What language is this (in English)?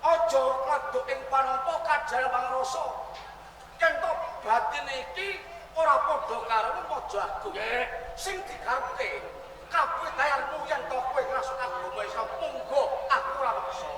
Javanese